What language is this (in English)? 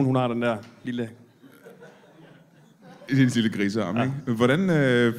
Danish